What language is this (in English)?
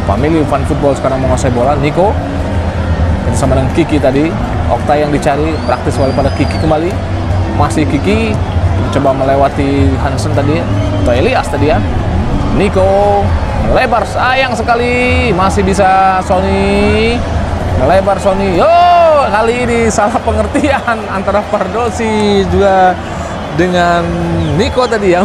Indonesian